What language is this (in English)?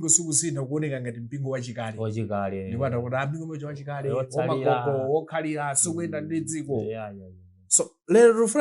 Nyanja